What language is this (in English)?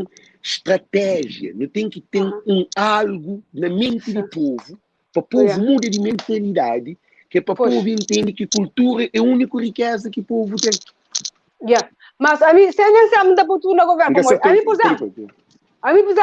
Kabuverdianu